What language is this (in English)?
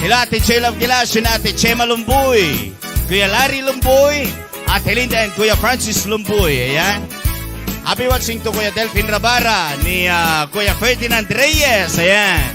Iloko